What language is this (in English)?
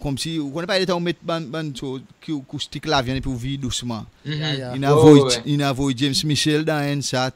Seselwa Creole French